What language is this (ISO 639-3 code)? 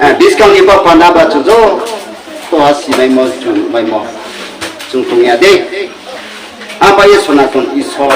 ria